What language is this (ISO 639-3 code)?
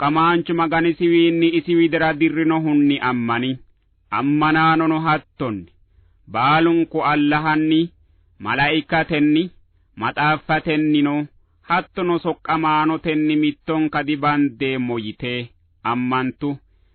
sid